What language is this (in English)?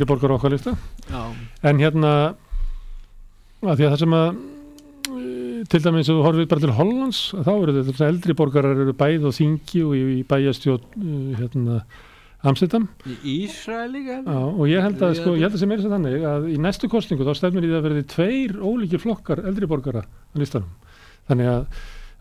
Icelandic